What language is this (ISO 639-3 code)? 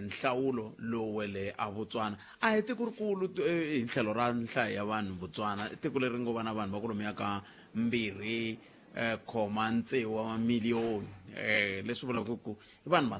tso